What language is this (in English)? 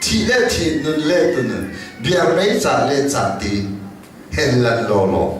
Hakha Chin